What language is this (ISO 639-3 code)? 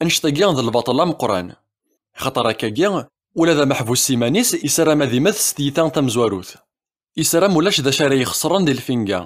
kab